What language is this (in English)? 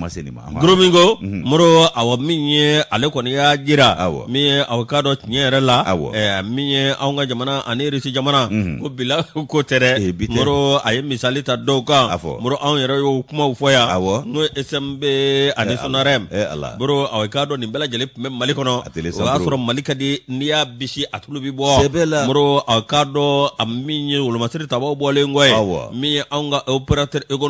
Bambara